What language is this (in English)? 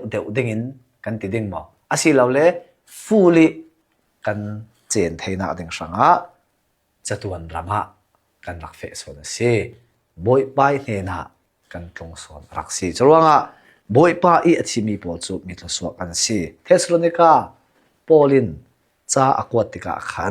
Hakha Chin